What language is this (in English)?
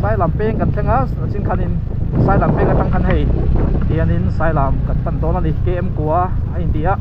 Mizo